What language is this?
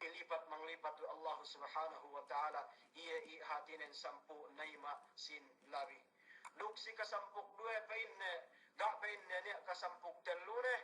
Yakan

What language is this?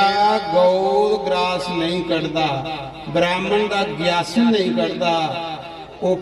Dogri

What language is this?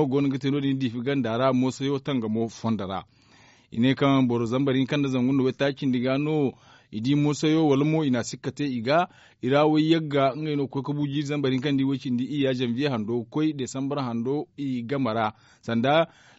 Zarma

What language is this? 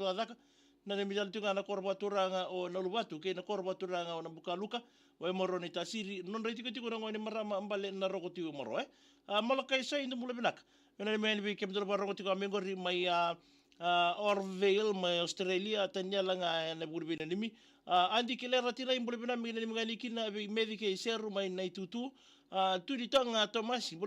Fijian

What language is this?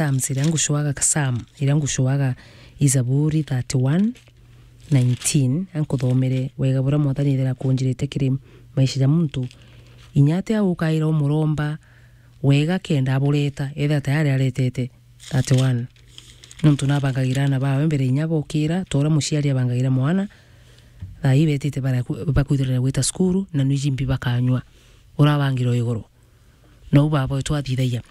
Meru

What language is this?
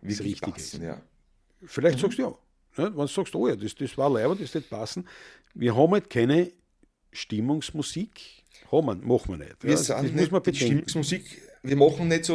Bavarian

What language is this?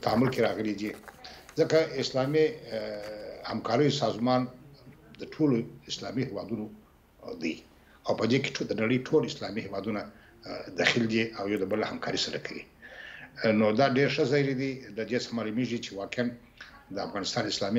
Pashto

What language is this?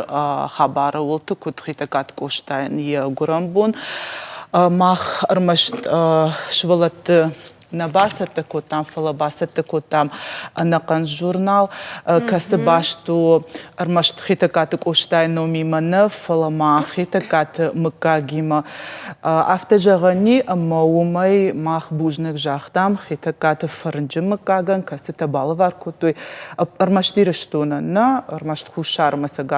Ossetic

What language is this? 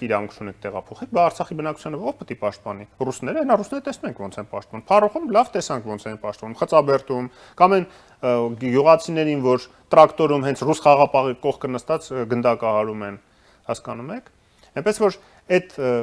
Armenian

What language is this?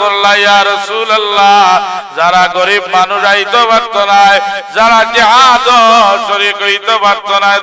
Sylheti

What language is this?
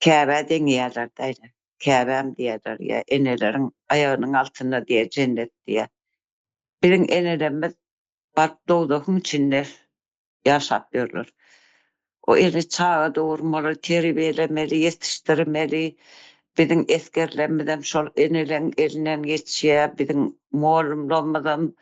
Turkmen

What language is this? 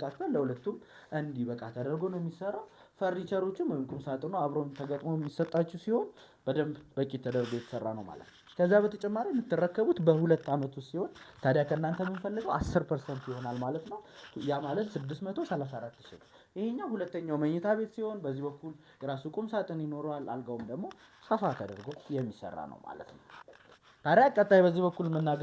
Amharic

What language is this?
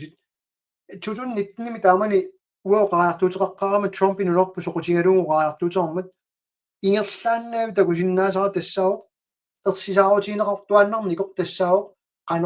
Kalaallisut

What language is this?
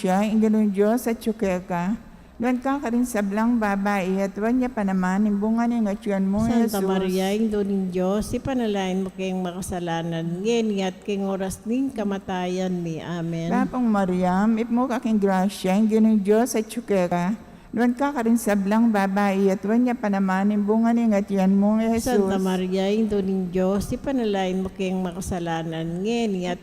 Pampanga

